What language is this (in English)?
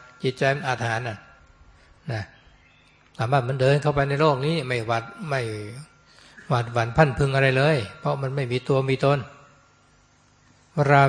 Thai